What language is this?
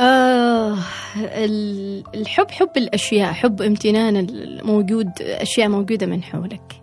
Gulf Arabic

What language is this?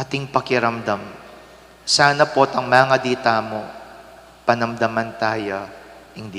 Pampanga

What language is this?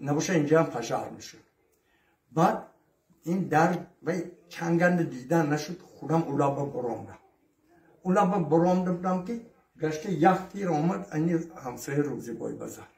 Tajik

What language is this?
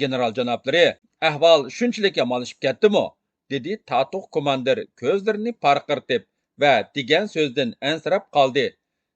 Uyghur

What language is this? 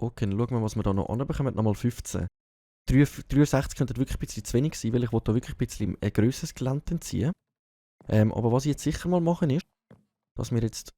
Swiss German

